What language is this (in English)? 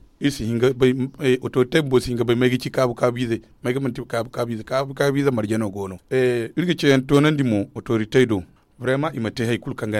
Zarma